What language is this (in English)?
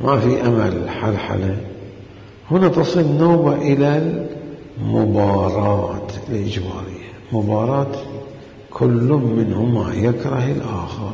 Mesopotamian Arabic